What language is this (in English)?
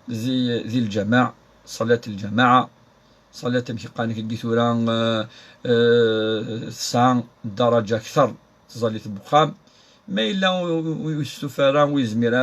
Kabyle